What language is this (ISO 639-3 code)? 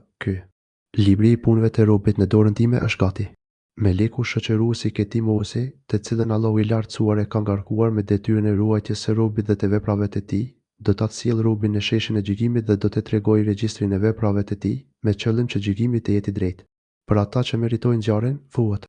sqi